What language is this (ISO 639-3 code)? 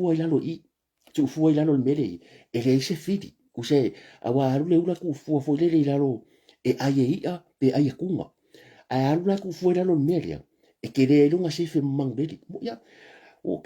smo